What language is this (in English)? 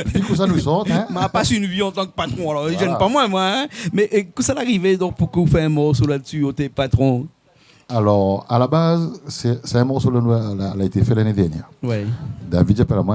Réunion Creole French